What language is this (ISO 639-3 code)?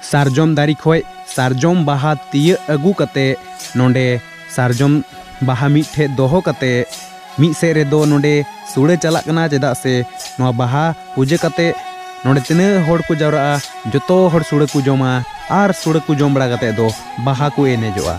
sat